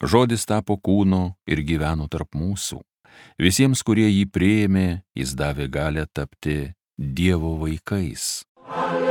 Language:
Lithuanian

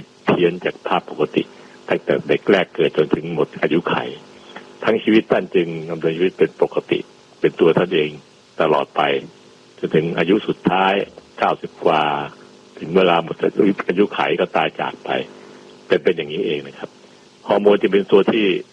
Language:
Thai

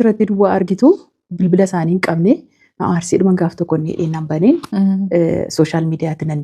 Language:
Oromo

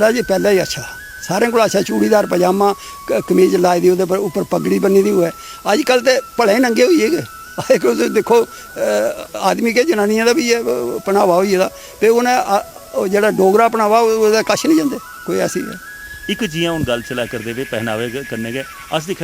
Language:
Dogri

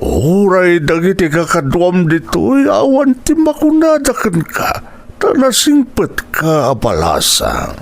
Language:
Iloko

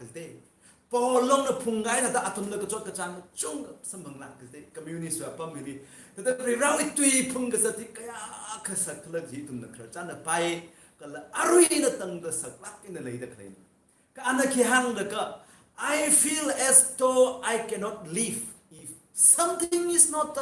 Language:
Tangkhul Naga (India)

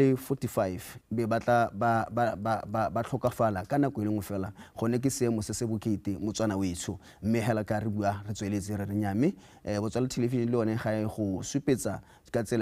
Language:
Tswana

